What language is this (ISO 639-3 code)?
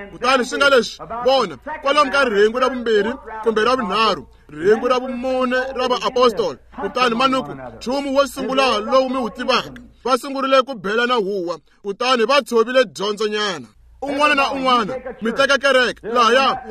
tso